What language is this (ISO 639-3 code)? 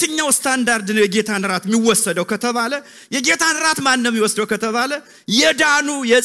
amh